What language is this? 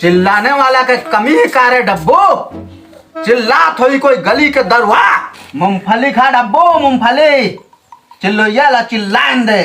Chhattisgarhi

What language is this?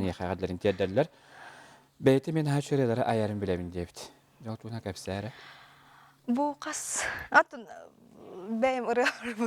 Yakut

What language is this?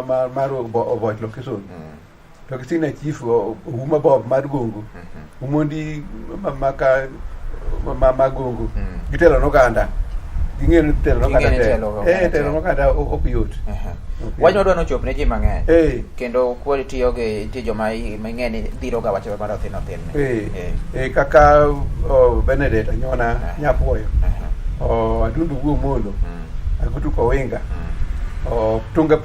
Luo (Kenya and Tanzania)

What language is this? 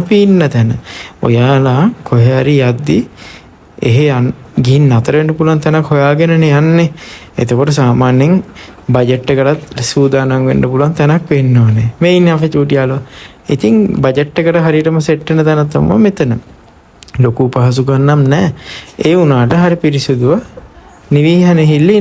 Sinhala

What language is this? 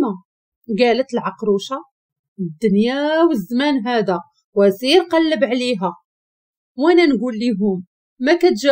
Moroccan Arabic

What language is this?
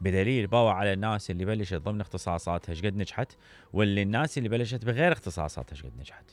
Mesopotamian Arabic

